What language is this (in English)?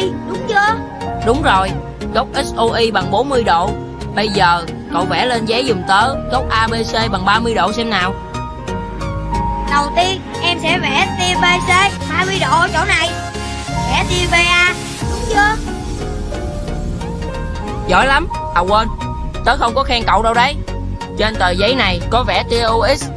Vietnamese